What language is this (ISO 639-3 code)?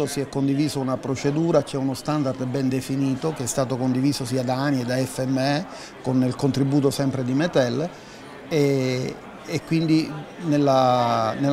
ita